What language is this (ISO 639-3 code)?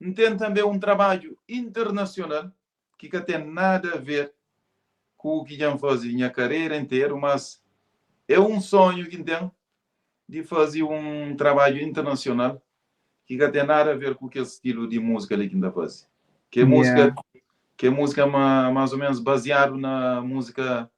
kea